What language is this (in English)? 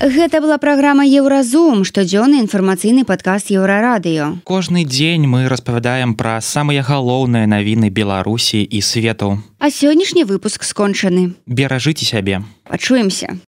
Belarusian